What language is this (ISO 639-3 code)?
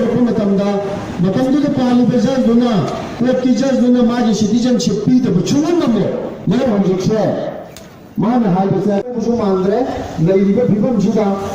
mni